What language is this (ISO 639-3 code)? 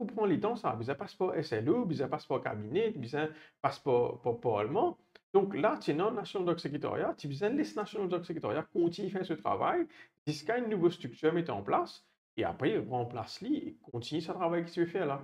mfe